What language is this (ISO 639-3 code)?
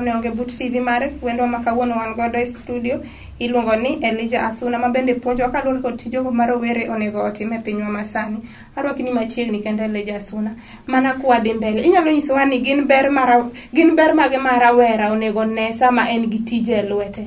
luo